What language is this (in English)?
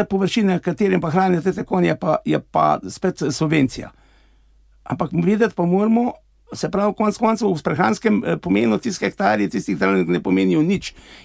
Slovenian